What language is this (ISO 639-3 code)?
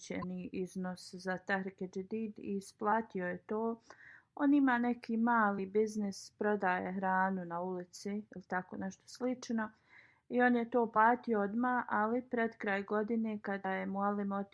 bos